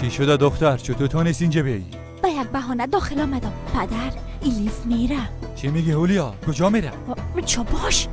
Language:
Persian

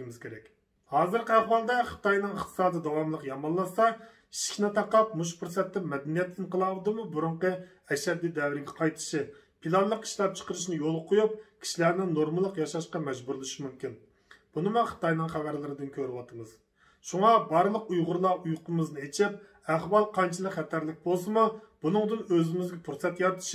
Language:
Uyghur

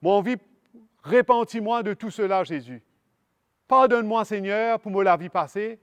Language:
Morisyen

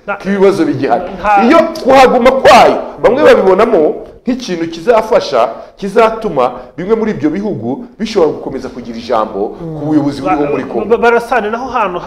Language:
Kinyarwanda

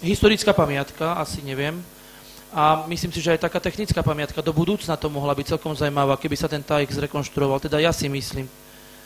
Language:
Slovak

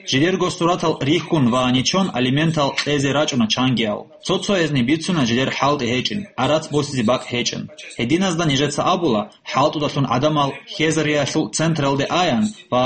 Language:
Avaric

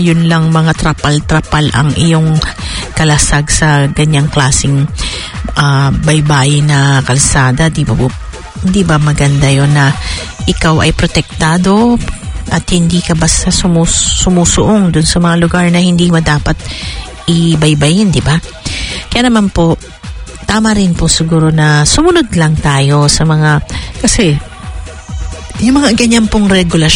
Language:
Filipino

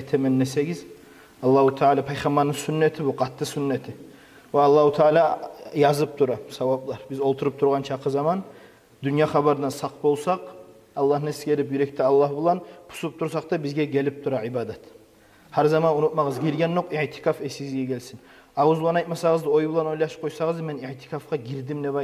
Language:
Kumyk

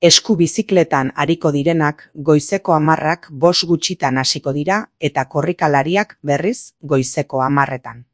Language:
Basque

